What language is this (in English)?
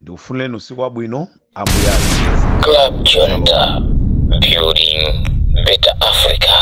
Nyanja